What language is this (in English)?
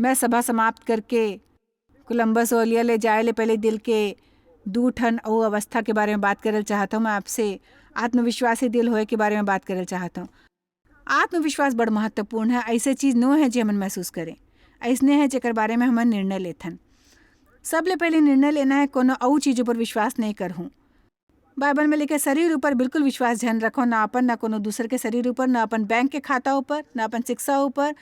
Chhattisgarhi